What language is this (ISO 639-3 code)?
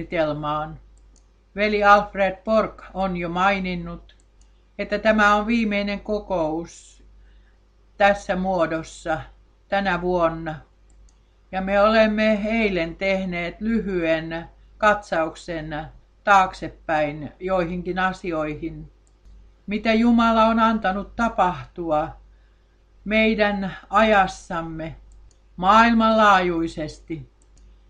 fin